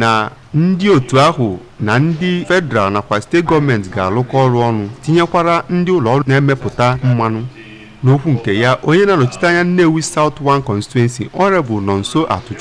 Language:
Igbo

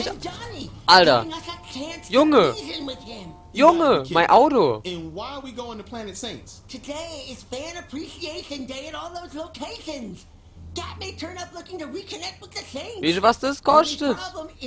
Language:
Palatine German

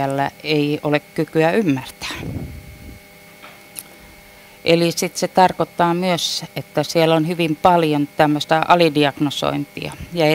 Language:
Finnish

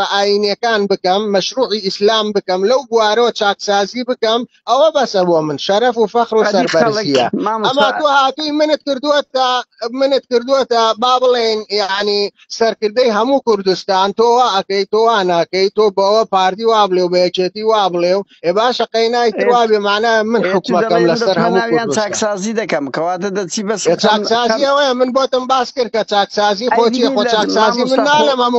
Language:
Central Kurdish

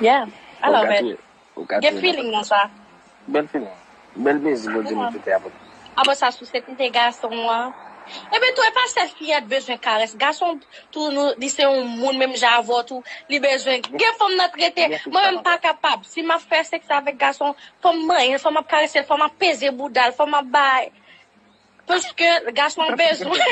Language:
Haitian Creole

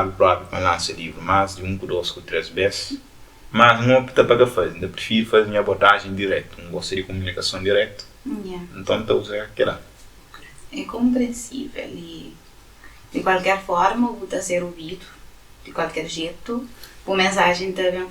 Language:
Kabuverdianu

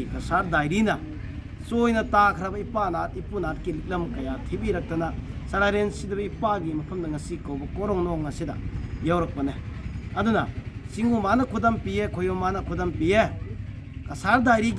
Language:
Manipuri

